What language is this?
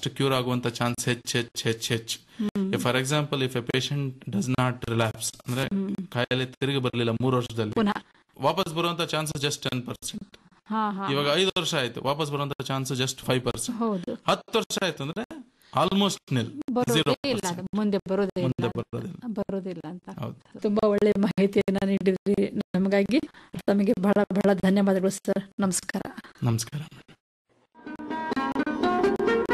Kannada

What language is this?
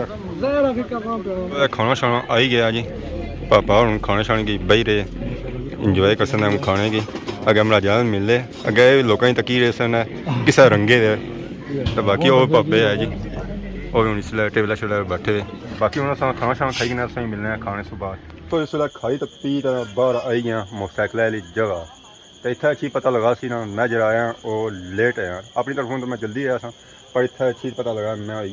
Pahari-Potwari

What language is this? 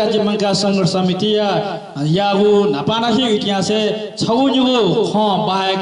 Newari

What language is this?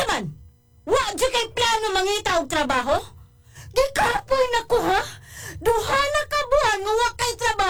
Cebuano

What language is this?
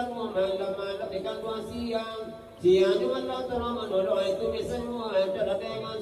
Minangkabau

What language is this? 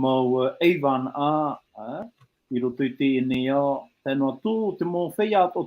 Tahitian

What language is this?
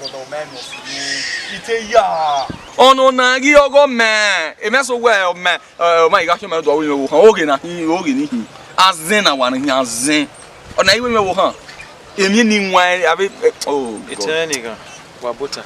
Bini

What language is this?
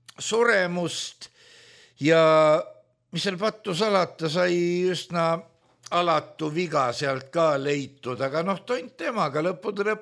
Estonian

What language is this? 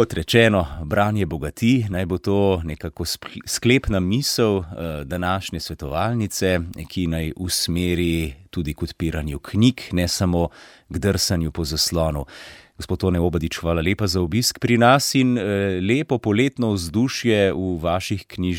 Slovenian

